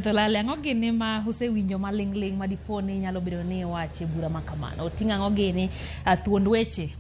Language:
Luo (Kenya and Tanzania)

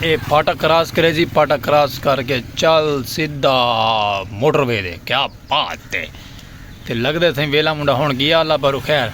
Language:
Saraiki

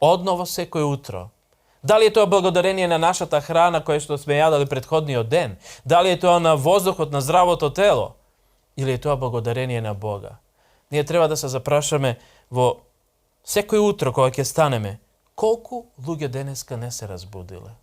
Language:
Macedonian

